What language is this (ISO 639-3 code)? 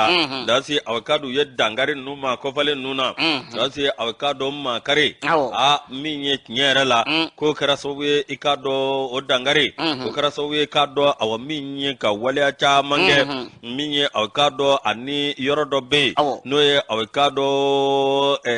bam